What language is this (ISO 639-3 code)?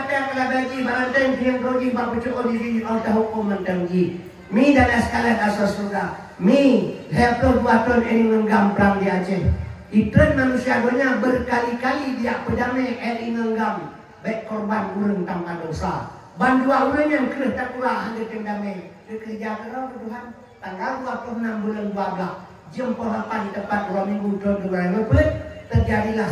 ace